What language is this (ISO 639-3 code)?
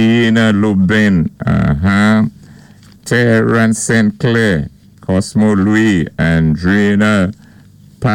acf